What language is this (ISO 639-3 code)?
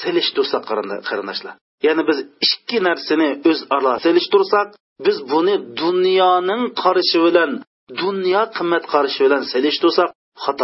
uig